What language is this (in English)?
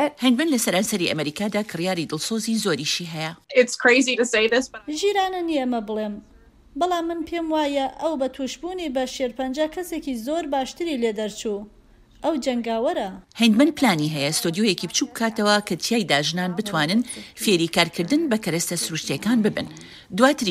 Central Kurdish